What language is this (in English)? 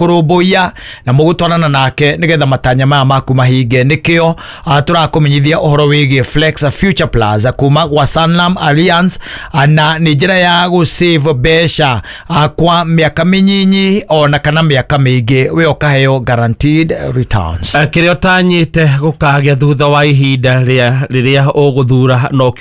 Kikuyu